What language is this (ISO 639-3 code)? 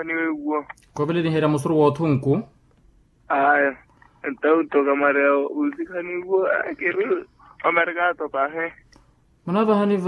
vmw